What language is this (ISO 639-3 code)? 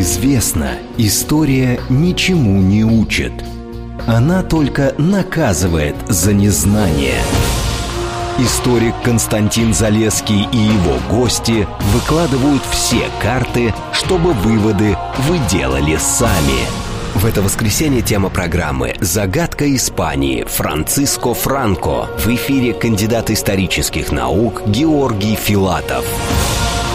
rus